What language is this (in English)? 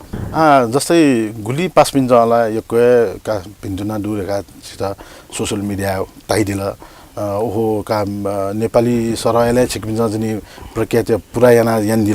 Newari